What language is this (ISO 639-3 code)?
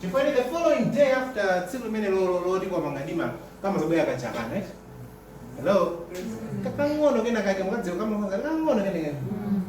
nya